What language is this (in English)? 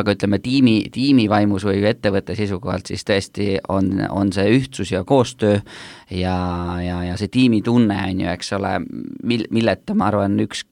Estonian